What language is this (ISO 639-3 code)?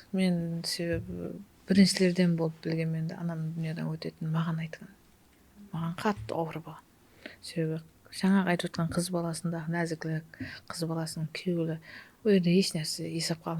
kaa